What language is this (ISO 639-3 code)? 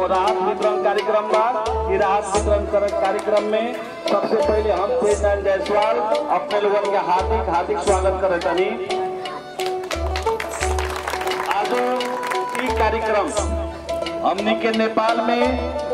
bho